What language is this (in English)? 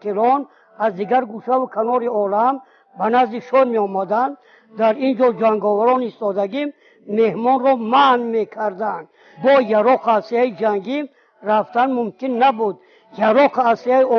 Tajik